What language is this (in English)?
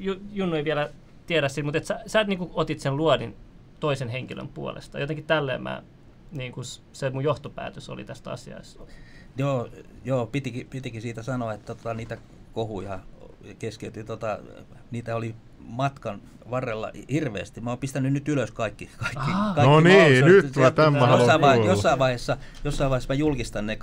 Finnish